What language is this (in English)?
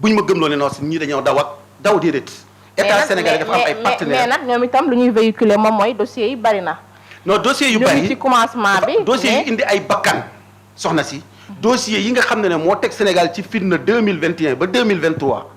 Wolof